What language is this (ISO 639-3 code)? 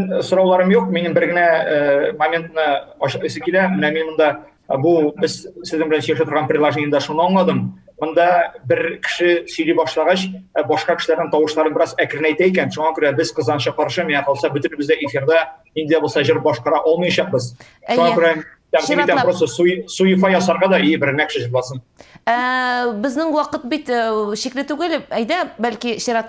tat